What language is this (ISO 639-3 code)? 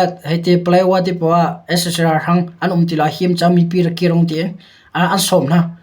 cnh